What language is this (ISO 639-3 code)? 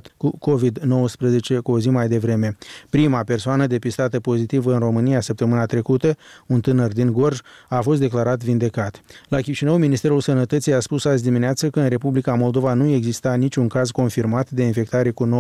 ron